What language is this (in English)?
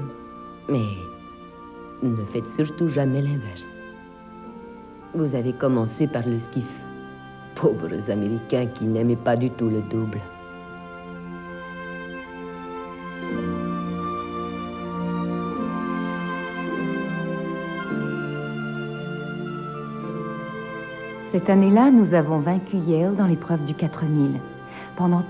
French